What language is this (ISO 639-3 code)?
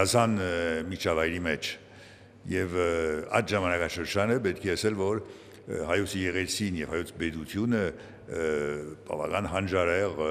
hye